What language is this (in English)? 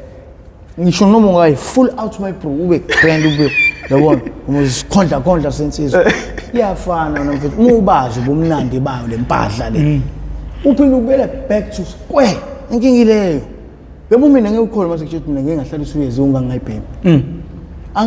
Zulu